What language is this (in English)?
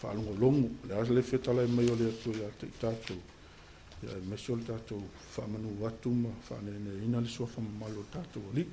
Samoan